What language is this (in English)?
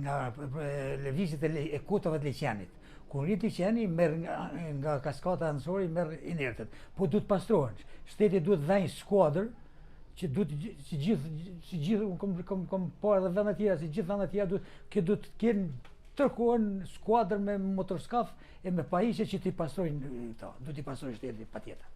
Albanian